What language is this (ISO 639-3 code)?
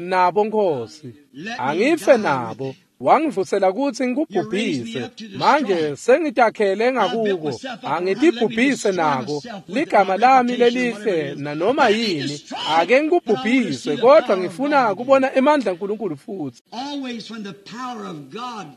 ssw